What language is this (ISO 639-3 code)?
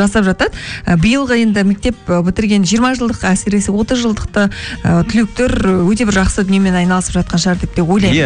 kaz